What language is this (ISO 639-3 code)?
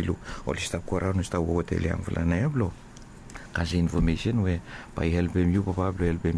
bis